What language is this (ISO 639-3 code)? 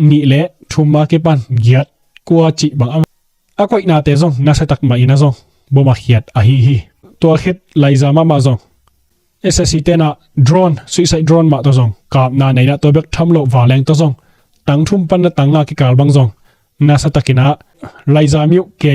ctd